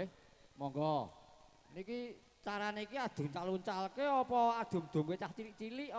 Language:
Javanese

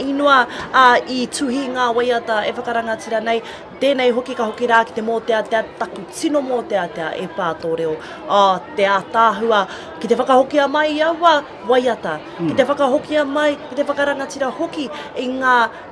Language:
Māori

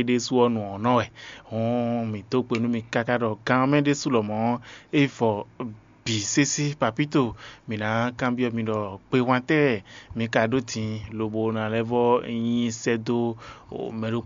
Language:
Fon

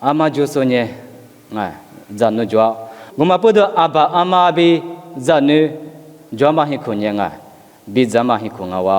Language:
Lisu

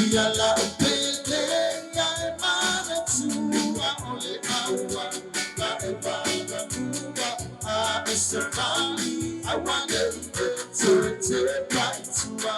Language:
Samoan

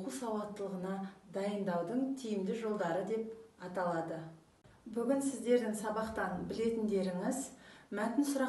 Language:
Kazakh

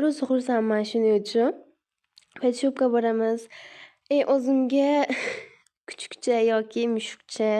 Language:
Uzbek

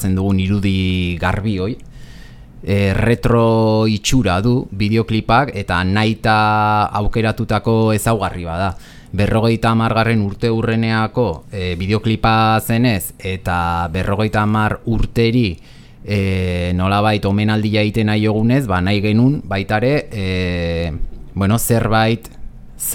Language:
Basque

